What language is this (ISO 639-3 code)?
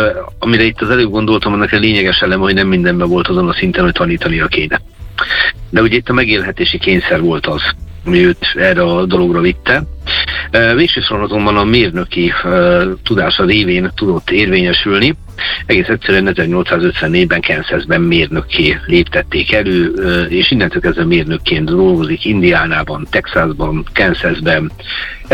hun